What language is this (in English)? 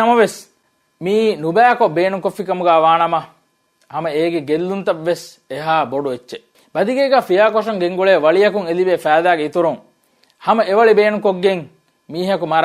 Divehi